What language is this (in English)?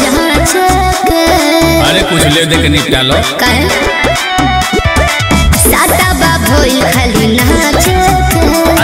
Bhojpuri